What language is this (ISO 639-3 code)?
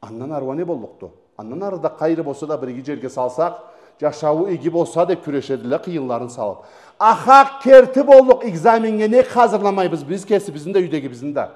krc